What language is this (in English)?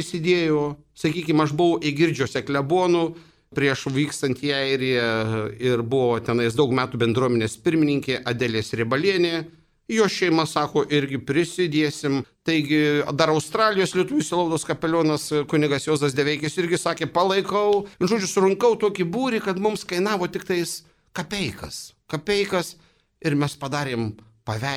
Lithuanian